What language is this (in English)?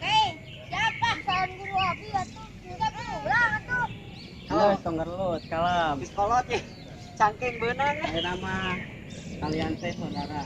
Sundanese